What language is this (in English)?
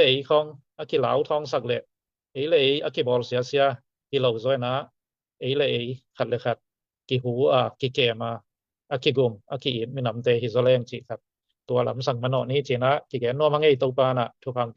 Tedim Chin